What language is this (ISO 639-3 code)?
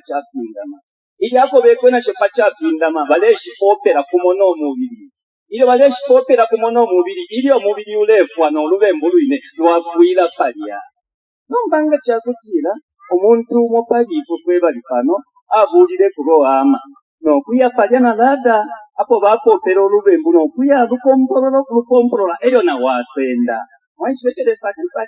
bem